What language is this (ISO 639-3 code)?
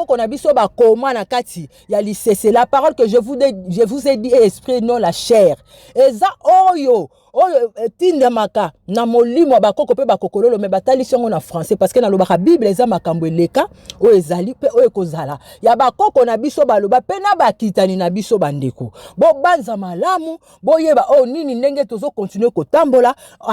lin